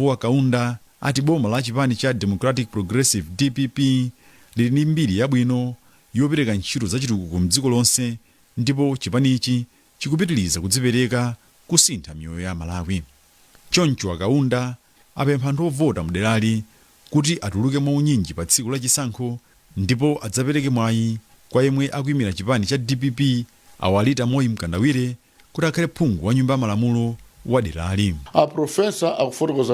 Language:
Nyanja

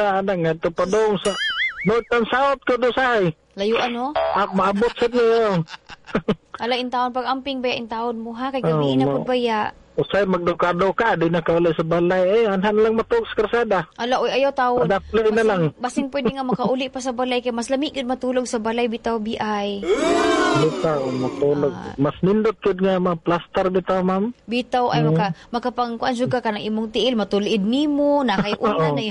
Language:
Cebuano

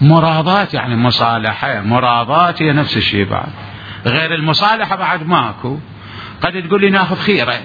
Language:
Mesopotamian Arabic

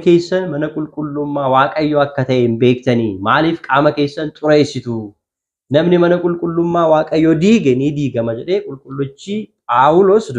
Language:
Oromo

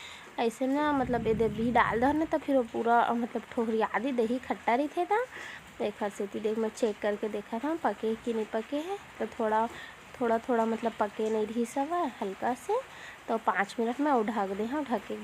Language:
Chhattisgarhi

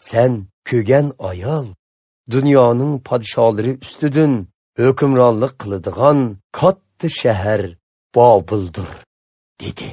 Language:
Uyghur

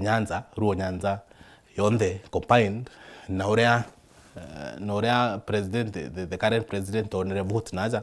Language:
Meru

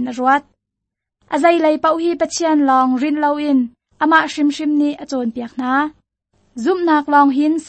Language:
Hakha Chin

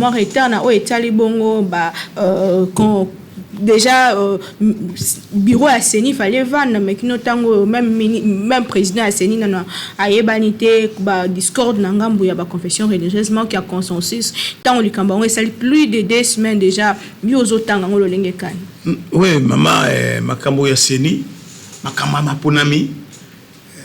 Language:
Lingala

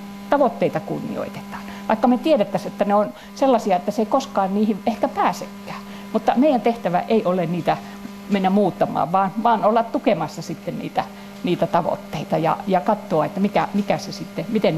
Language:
Finnish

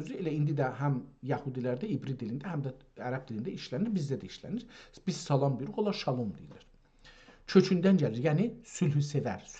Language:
South Azerbaijani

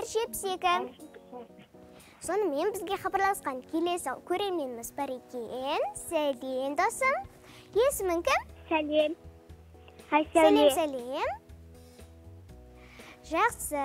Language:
Kazakh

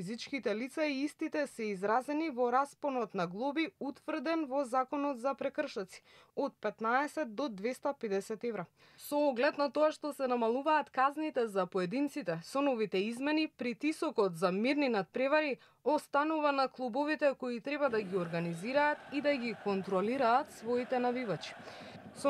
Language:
Macedonian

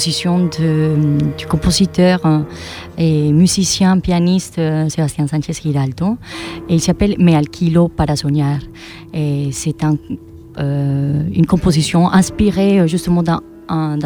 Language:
French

